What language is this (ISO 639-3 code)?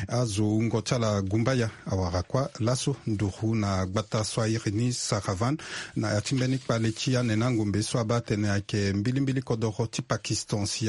sag